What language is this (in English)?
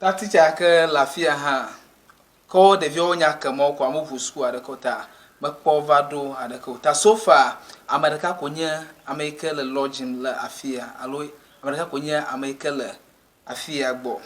Ewe